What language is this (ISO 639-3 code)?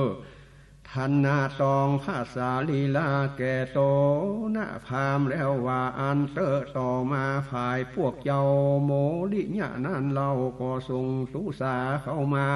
nod